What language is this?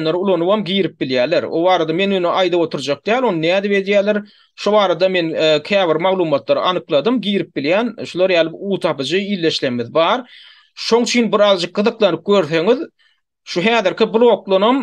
Turkmen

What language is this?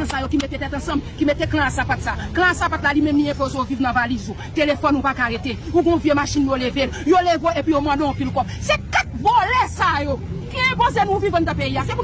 Haitian Creole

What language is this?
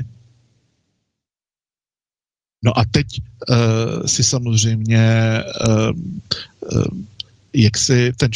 Czech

